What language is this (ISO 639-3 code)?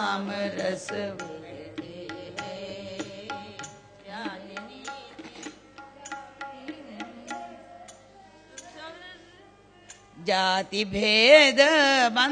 tel